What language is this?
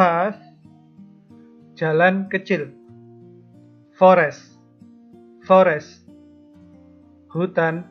Indonesian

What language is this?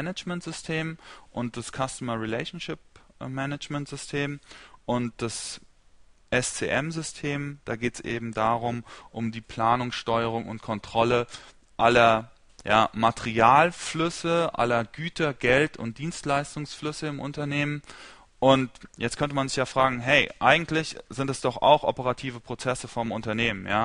German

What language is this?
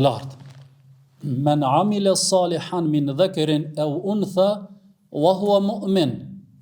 Albanian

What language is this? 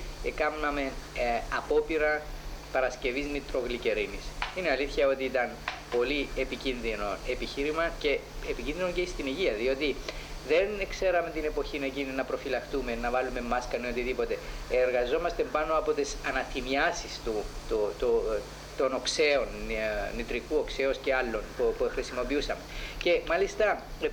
Greek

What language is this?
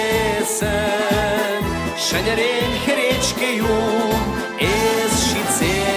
Chuvash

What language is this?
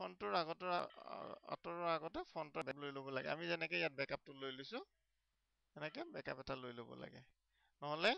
Assamese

